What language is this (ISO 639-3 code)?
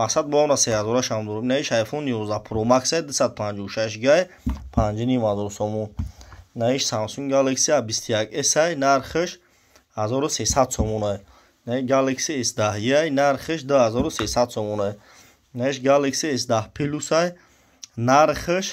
tgk